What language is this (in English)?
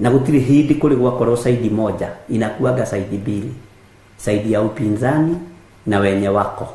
Kikuyu